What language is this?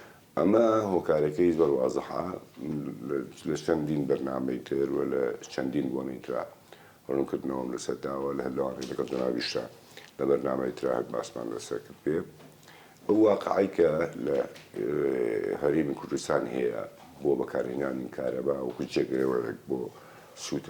Central Kurdish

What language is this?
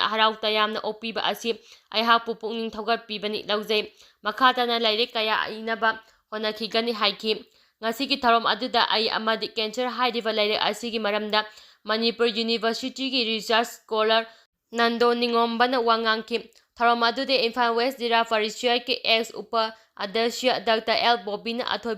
Manipuri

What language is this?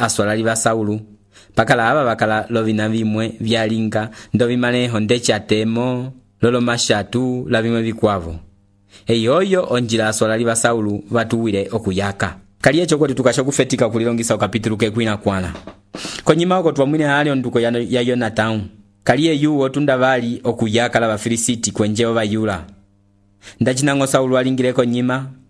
Umbundu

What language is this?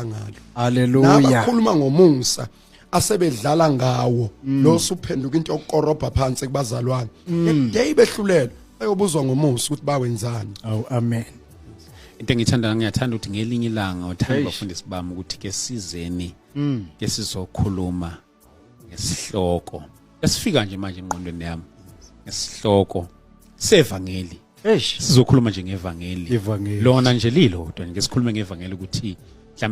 Zulu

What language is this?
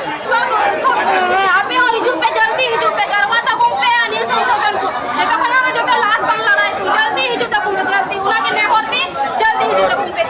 Santali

